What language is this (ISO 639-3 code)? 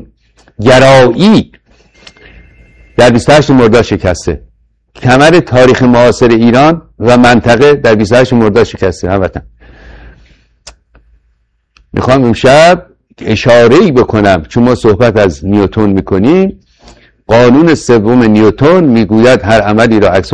fas